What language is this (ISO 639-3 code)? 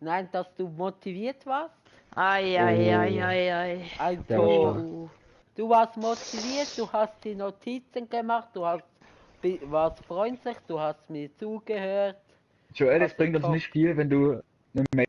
gsw